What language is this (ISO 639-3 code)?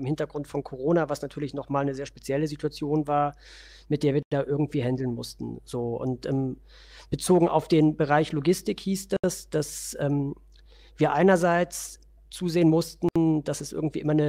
deu